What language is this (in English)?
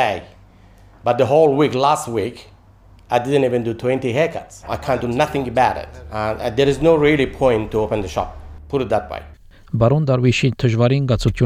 Armenian